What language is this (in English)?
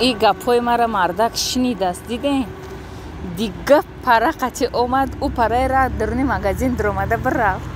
Tajik